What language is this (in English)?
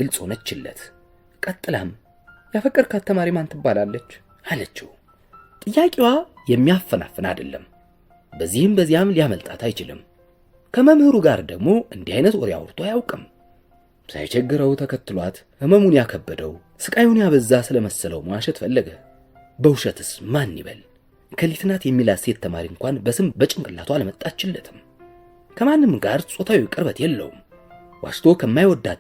Amharic